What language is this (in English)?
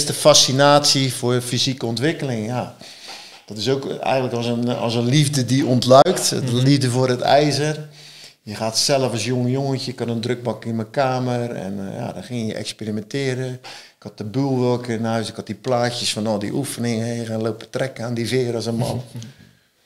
Dutch